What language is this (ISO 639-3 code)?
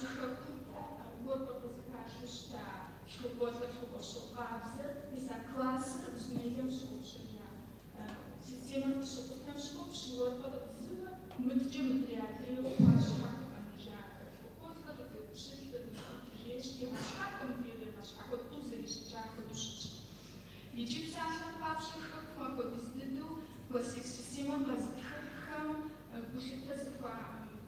kbd